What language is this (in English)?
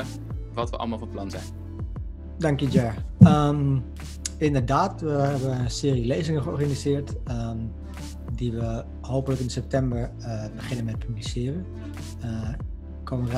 Dutch